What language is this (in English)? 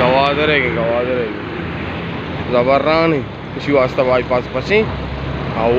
Baluchi